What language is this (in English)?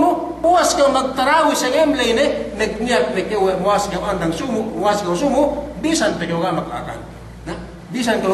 Yakan